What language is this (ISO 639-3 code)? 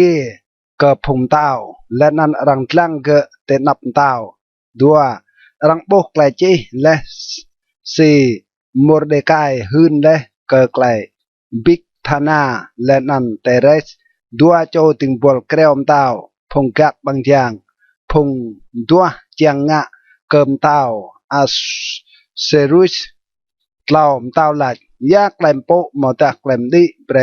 rad